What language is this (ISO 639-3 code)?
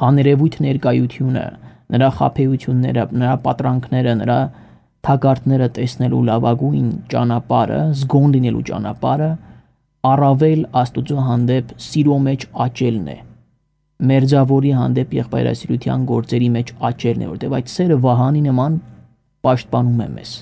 hye